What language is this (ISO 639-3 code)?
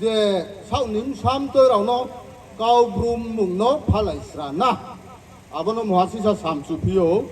ria